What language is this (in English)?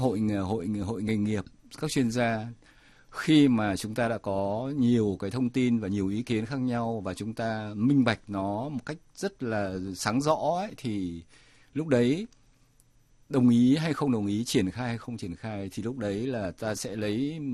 Vietnamese